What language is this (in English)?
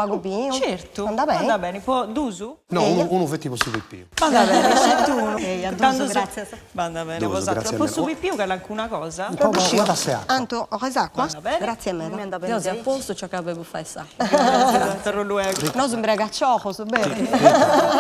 Sardinian